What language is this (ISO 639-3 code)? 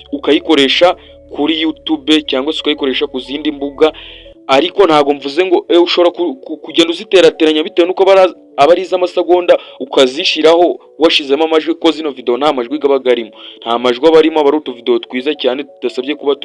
kin